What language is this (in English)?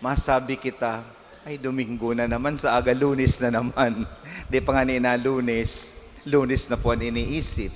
Bikol